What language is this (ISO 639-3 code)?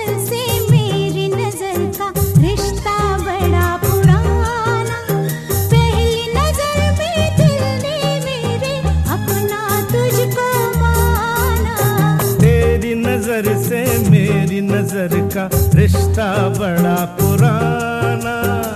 hin